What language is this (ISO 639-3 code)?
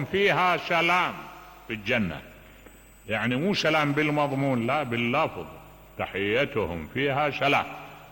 acm